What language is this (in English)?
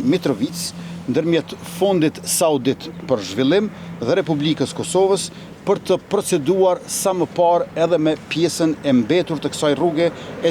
Albanian